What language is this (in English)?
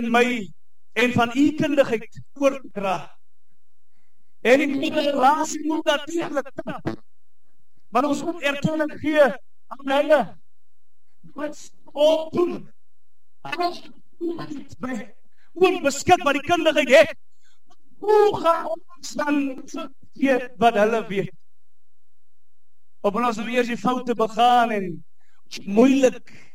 Afrikaans